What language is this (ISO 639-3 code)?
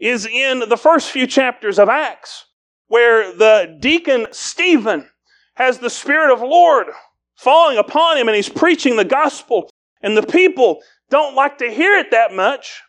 eng